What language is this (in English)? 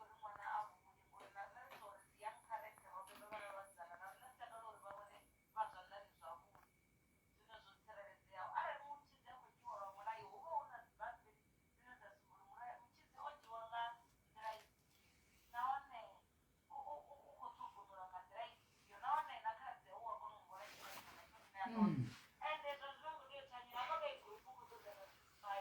Venda